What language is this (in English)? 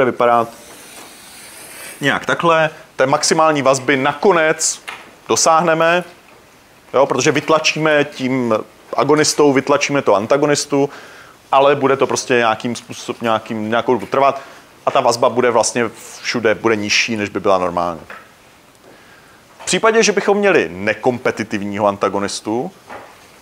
Czech